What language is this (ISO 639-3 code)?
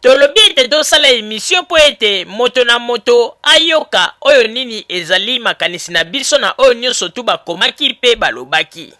lin